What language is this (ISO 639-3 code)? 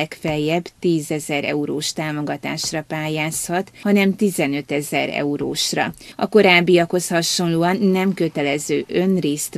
hun